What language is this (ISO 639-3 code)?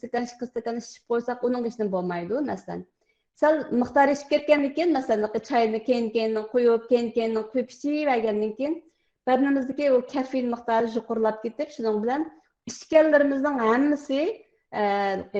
uig